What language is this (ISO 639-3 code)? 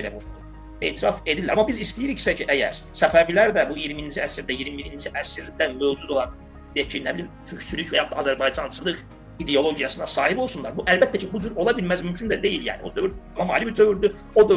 aze